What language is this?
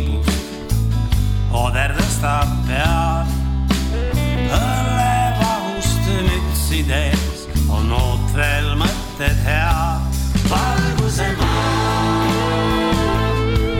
Estonian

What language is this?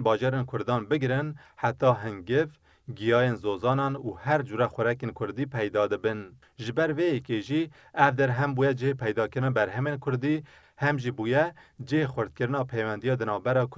Kurdish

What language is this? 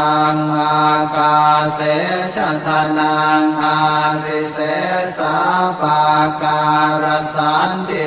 Pali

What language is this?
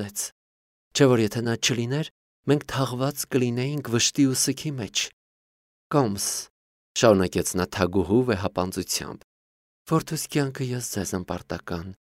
Armenian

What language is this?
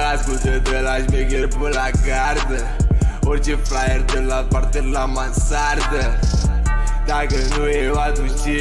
Romanian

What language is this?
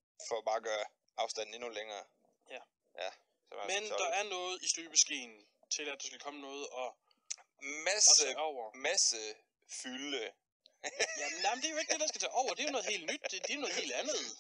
Danish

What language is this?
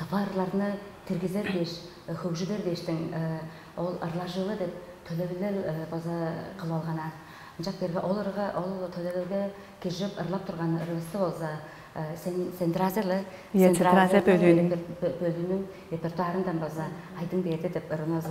Tuvinian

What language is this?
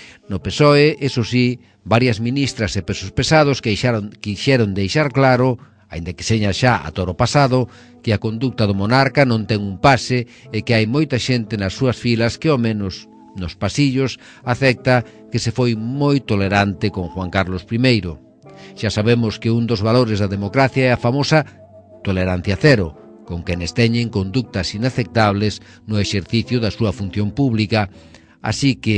Galician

